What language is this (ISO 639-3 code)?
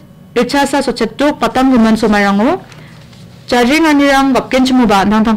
grt